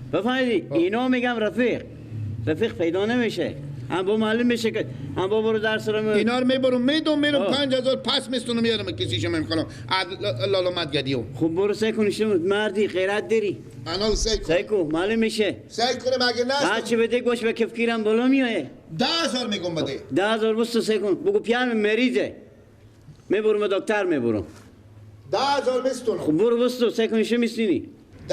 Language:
Persian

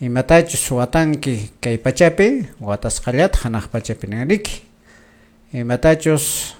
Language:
Quechua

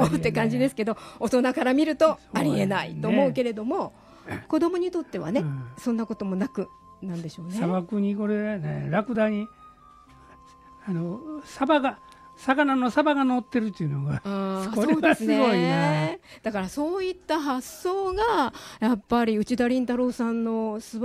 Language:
Japanese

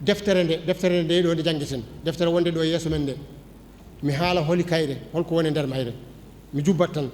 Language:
Fula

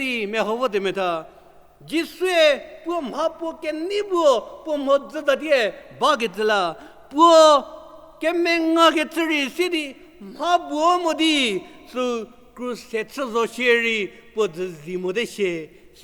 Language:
Angami Naga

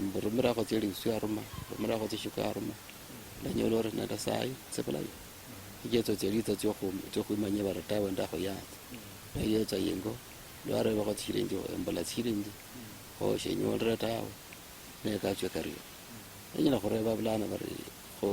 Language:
Luyia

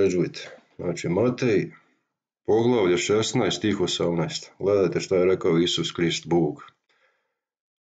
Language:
Croatian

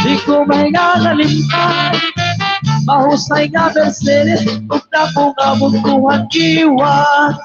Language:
Waray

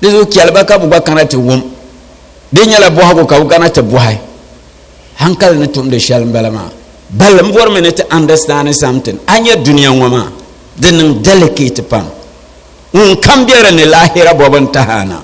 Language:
Dagbani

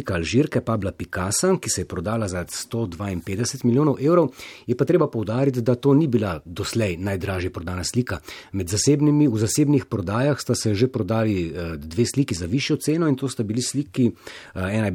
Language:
Slovenian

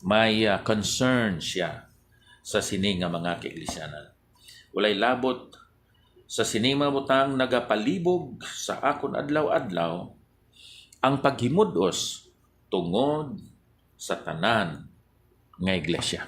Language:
Hiligaynon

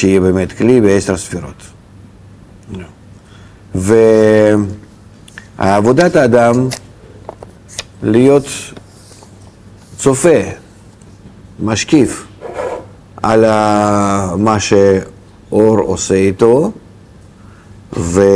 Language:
Hebrew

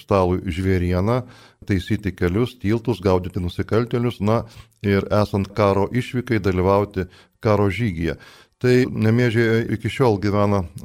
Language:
Lithuanian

